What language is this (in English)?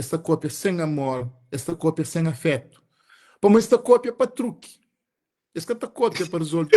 Kabuverdianu